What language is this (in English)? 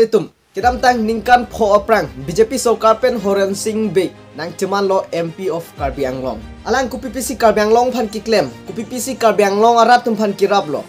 Karbi